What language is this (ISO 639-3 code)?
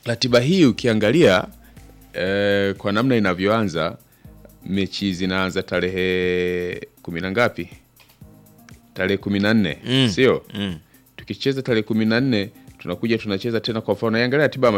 swa